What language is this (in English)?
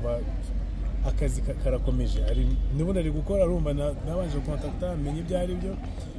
Kinyarwanda